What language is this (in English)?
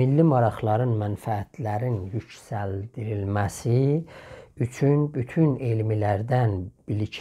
South Azerbaijani